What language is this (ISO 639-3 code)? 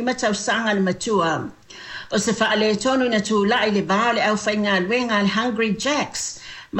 smo